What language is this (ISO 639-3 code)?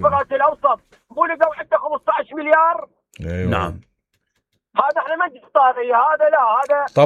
acm